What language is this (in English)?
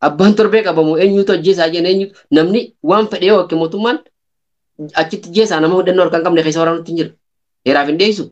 Oromo